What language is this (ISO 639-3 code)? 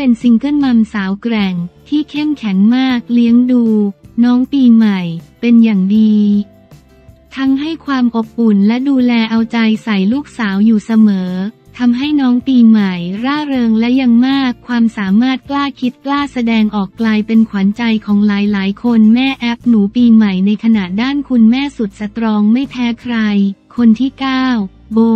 tha